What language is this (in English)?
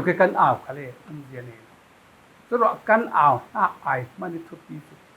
Falam Chin